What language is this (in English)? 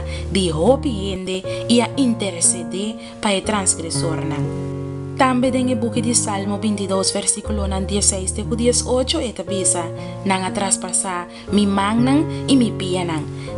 Papiamento